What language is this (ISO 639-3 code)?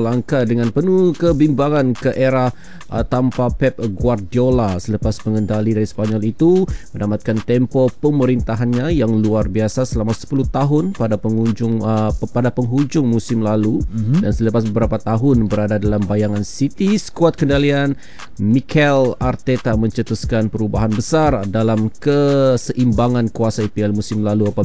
msa